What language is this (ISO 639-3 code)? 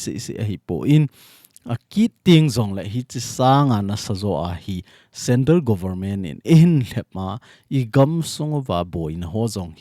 tcz